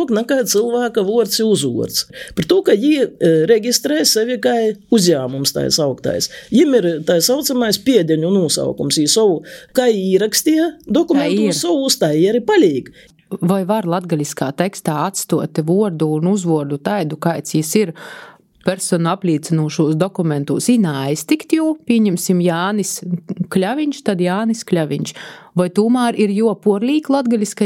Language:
Latvian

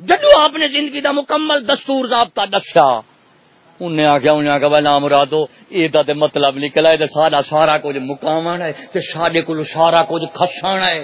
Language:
Saraiki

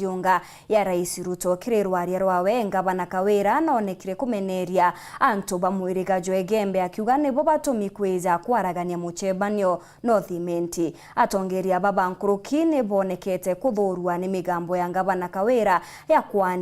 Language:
Meru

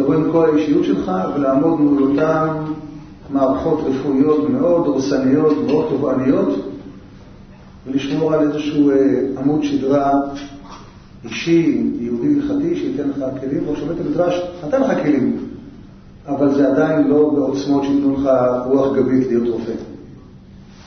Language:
Hebrew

